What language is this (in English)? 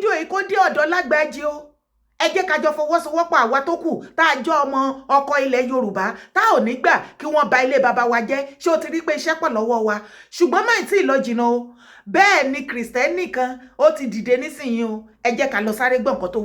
Yoruba